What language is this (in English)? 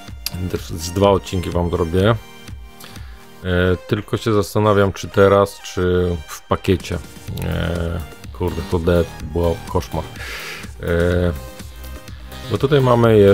Polish